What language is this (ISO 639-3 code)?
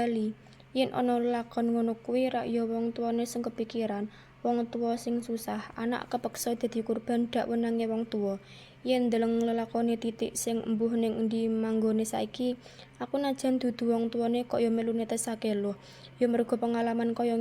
jav